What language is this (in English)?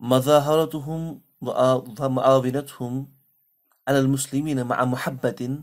Kashmiri